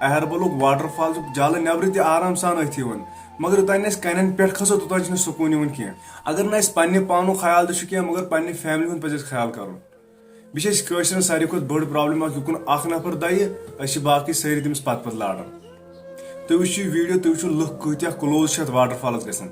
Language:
Kashmiri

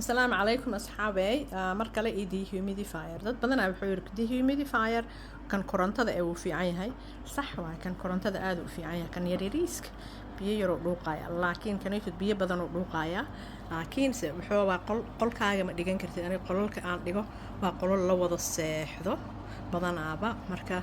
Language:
Somali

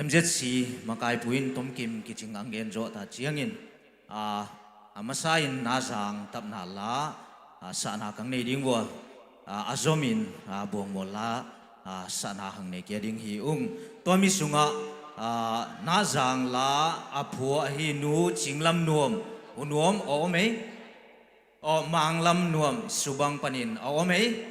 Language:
Tedim Chin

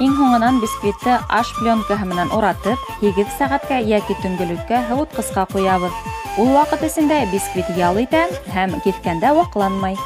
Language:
Bashkir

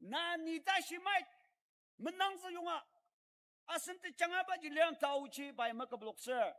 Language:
Ao Naga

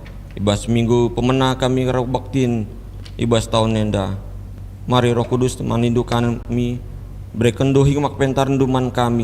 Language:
Batak Karo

